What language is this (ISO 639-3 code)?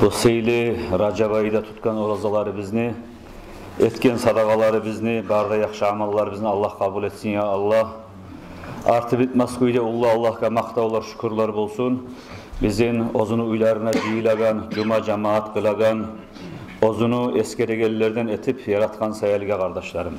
kum